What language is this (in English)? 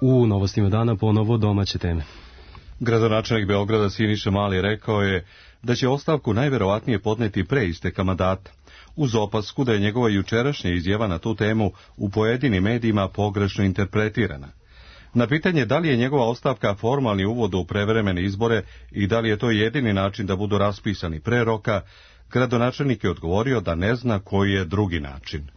Serbian